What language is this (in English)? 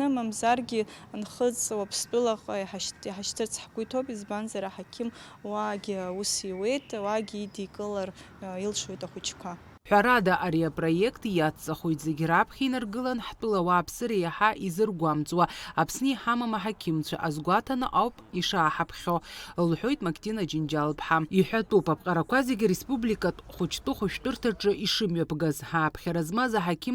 Abkhazian